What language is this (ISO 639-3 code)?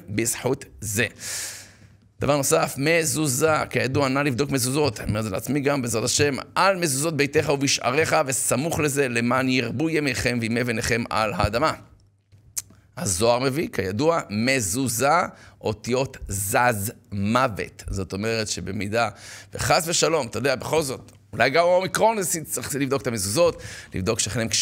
heb